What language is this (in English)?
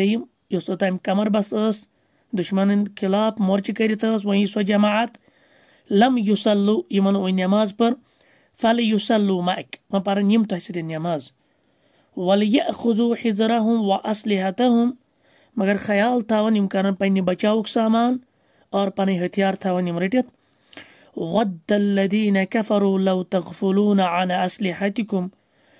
Kashmiri